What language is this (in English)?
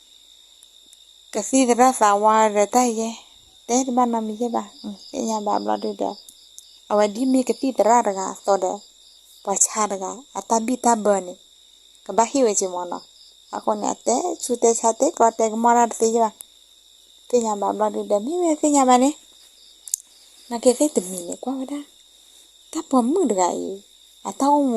S'gaw Karen